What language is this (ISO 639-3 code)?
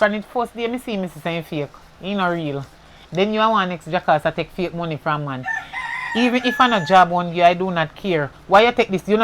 jam